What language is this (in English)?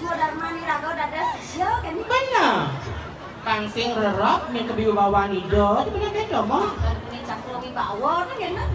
Balinese